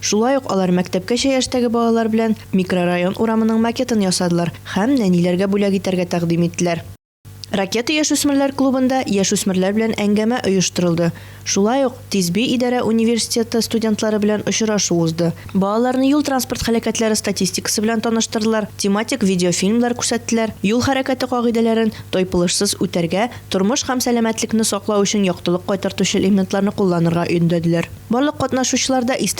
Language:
Tatar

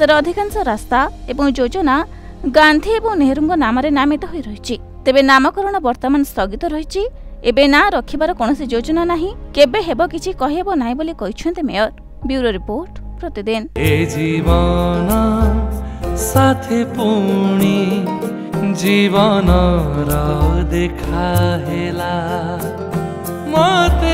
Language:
Odia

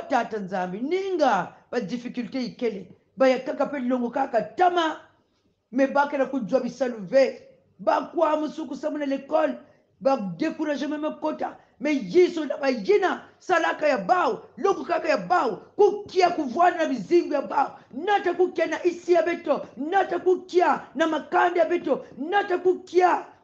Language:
Kongo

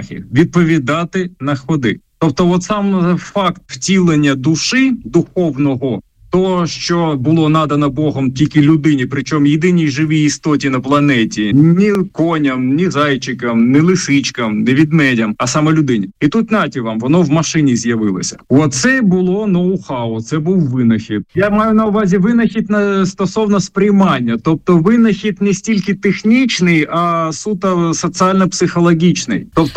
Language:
Ukrainian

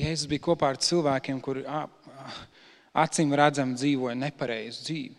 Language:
Latvian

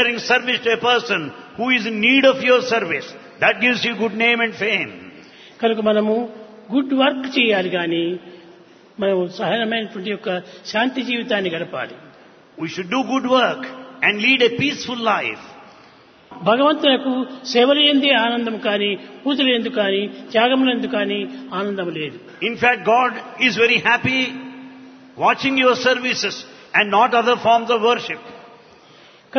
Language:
Telugu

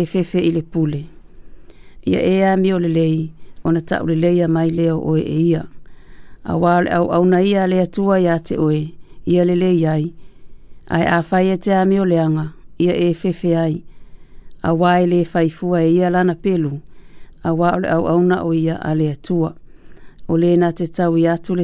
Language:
Samoan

